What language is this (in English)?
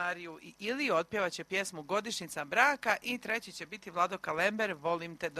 Croatian